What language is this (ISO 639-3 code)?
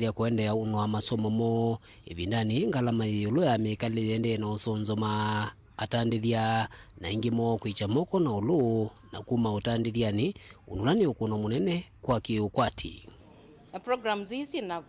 kam